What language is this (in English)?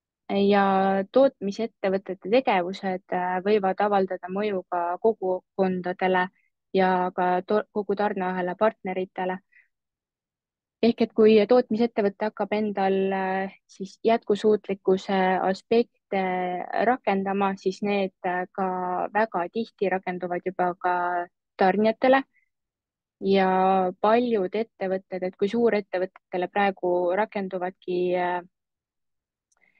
Estonian